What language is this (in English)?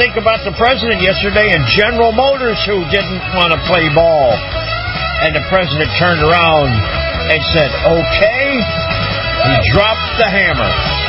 English